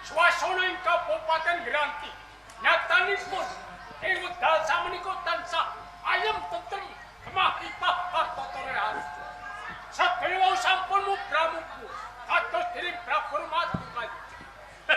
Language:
Javanese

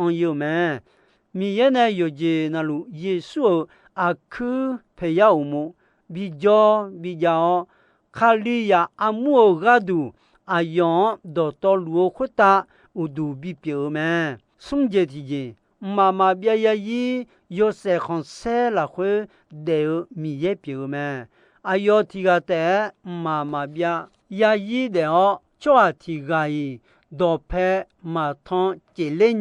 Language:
Akha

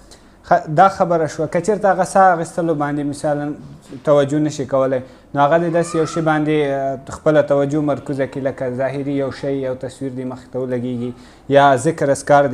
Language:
Pashto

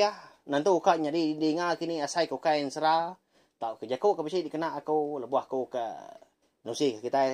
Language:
Iban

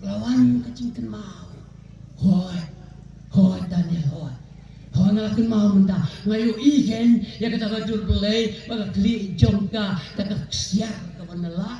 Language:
Khasi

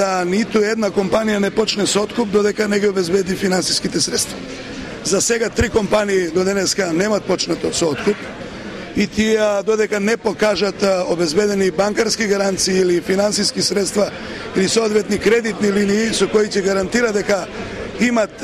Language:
Macedonian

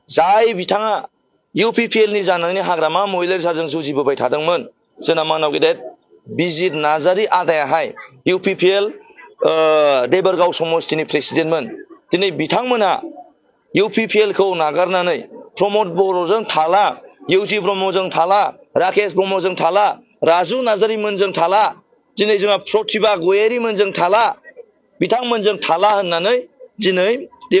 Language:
Bodo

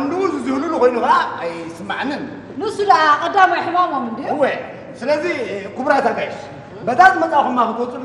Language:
Tigrinya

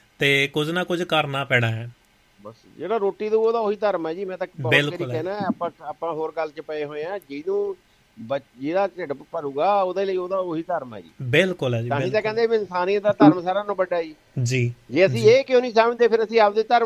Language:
Punjabi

